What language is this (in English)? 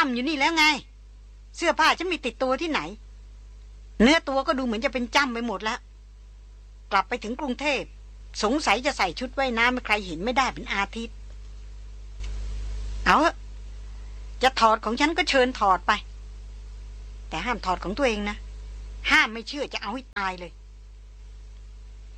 Thai